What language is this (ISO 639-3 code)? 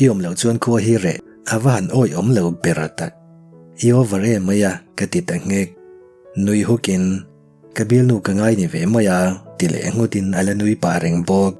lus